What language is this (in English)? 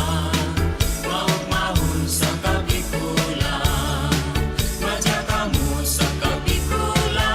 Bikol